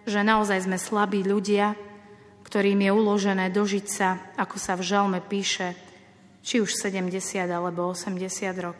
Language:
Slovak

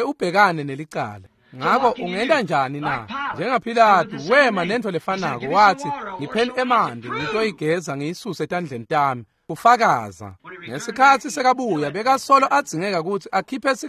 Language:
Swati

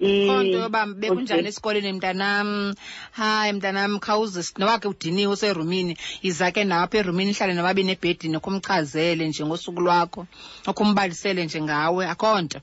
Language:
Xhosa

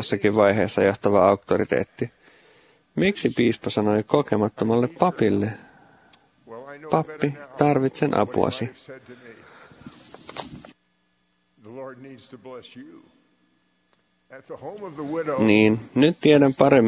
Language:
Finnish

